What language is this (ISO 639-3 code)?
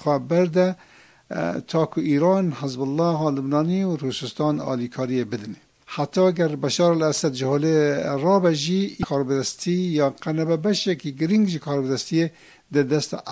kur